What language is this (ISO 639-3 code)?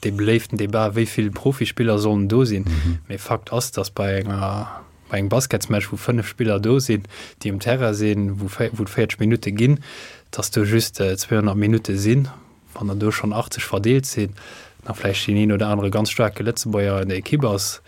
ltz